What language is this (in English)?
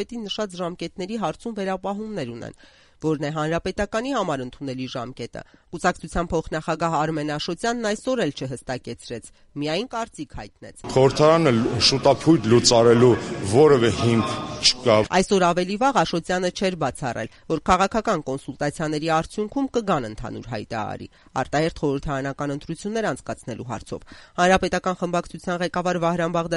Armenian